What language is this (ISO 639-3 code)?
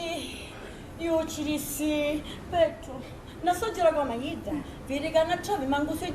scn